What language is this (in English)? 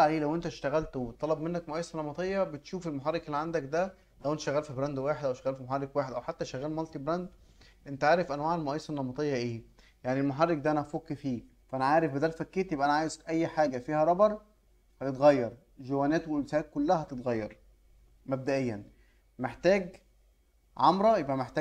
Egyptian Arabic